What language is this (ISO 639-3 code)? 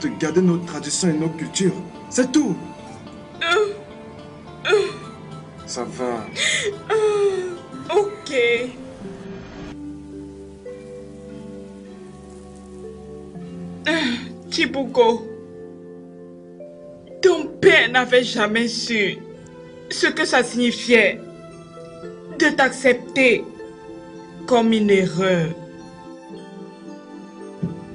fra